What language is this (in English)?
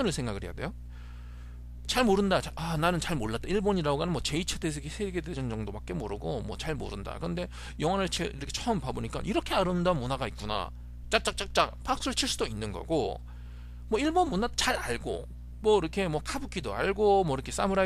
Korean